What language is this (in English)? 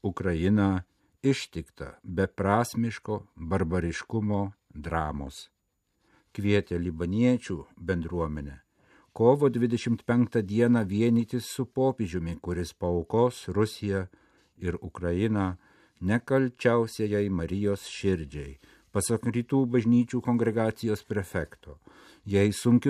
Lithuanian